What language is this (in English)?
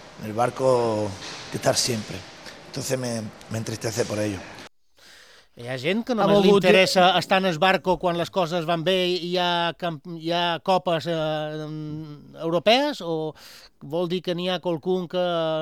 Catalan